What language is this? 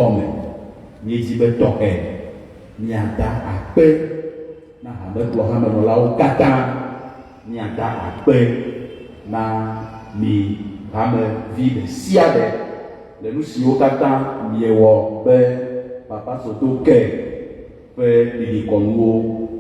Ewe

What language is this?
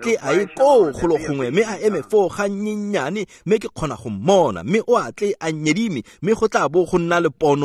Tswana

